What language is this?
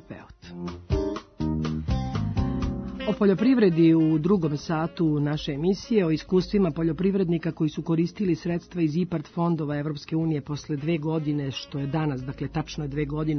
Serbian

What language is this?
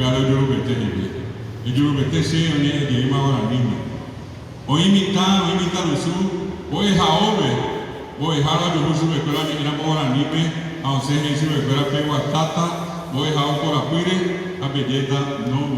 Guarani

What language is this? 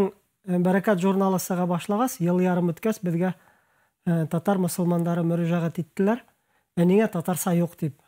Bashkir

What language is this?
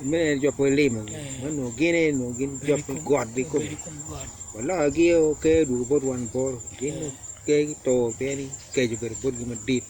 Acoli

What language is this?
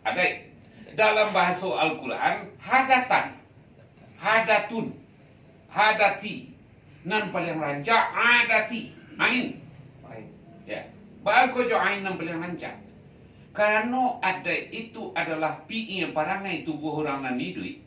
Minangkabau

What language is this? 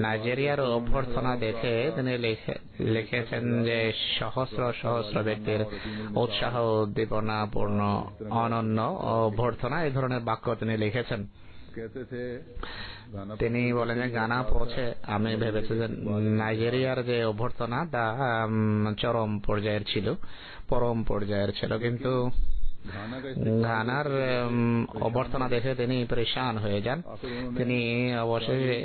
Bangla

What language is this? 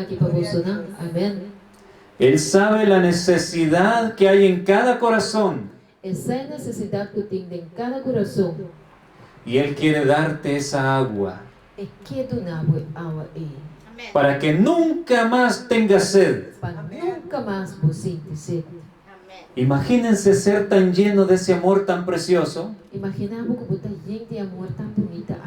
Papiamento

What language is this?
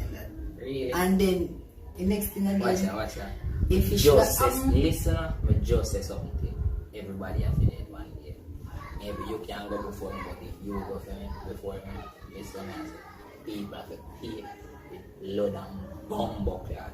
Jamaican Creole English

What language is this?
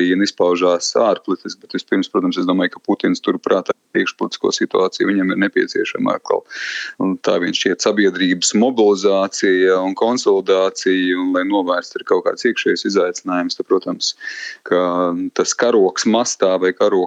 Latvian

